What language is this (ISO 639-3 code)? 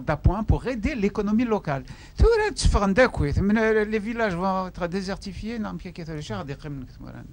kab